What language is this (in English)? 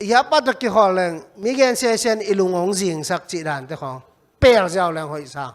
Tedim Chin